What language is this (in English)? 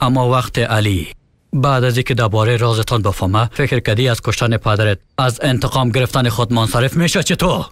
Persian